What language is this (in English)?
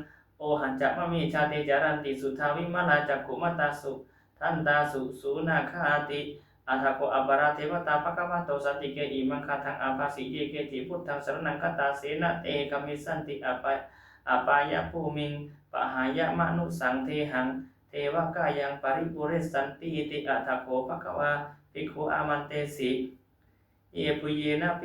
Pali